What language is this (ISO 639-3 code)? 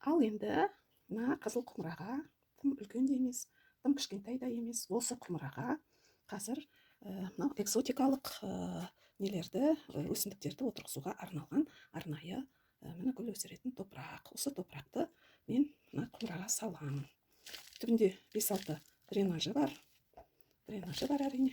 kaz